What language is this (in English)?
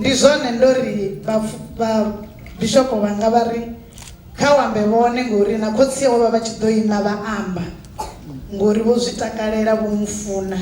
Venda